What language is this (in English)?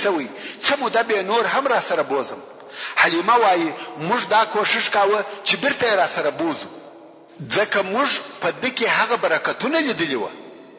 Pashto